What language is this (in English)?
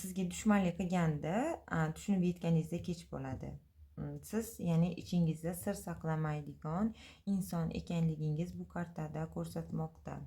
Uzbek